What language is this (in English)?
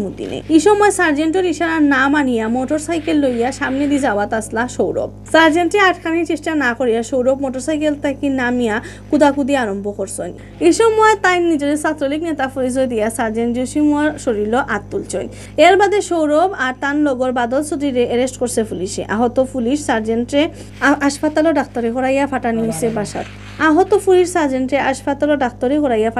Sylheti